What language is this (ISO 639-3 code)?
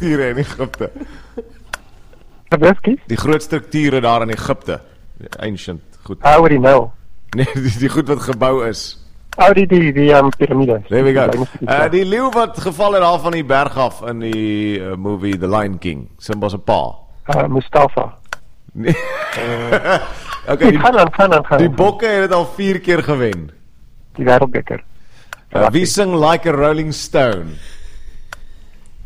afr